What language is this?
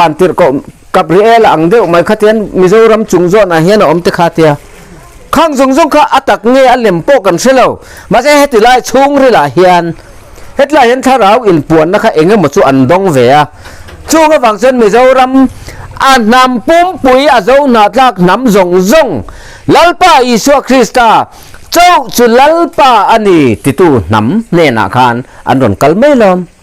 Mizo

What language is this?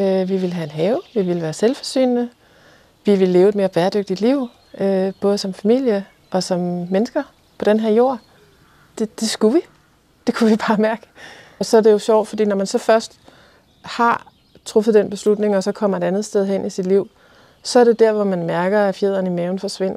Danish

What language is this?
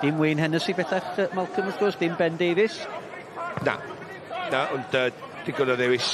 Welsh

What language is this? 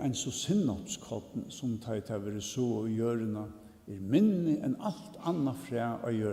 Faroese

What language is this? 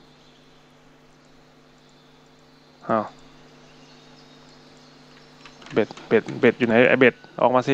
Thai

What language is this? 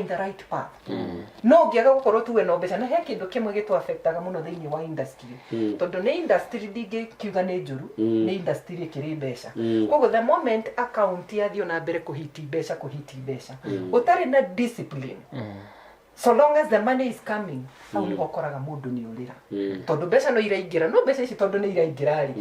Kikuyu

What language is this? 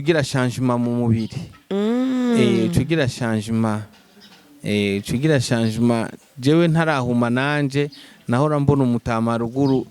Rundi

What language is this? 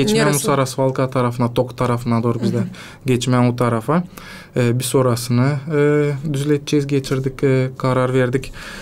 Gagauz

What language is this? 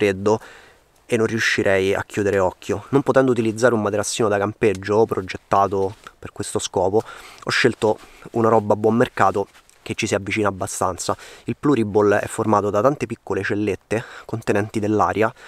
Italian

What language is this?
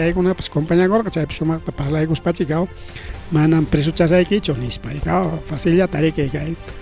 Ayacucho Quechua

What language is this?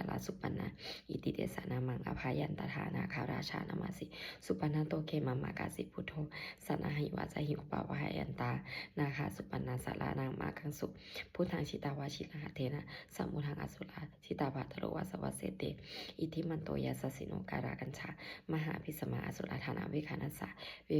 Pali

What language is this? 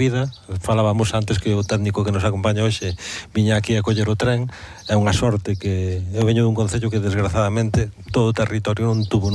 Galician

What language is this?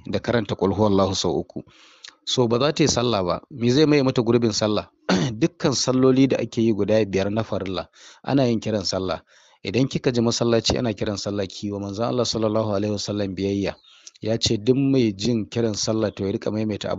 Hausa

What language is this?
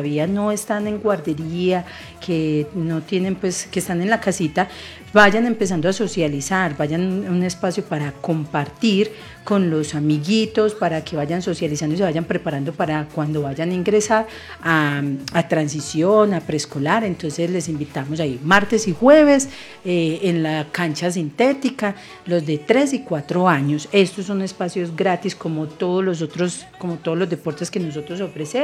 Spanish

